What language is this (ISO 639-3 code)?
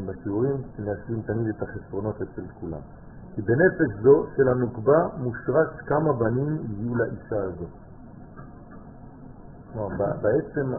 heb